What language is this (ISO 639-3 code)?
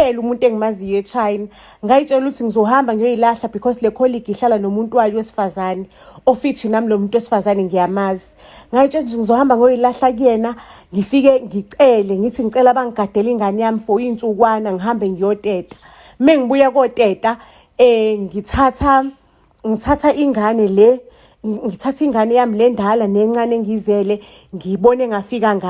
zul